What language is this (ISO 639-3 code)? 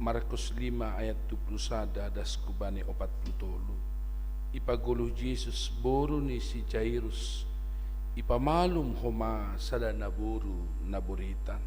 bts